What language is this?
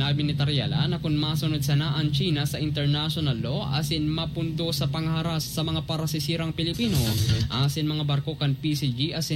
Bikol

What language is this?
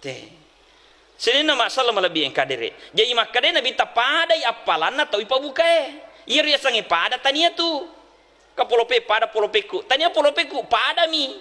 Buginese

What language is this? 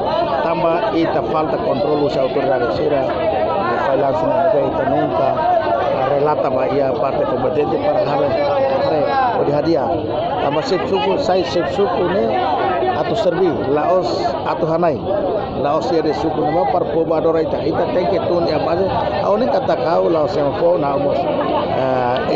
Tetum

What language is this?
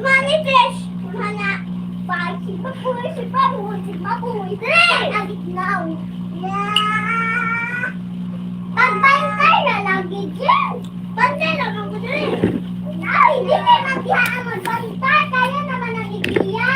Cebuano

